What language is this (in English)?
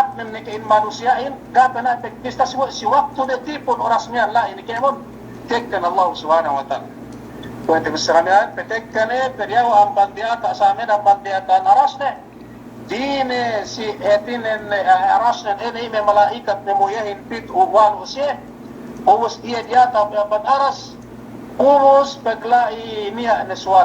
Yakan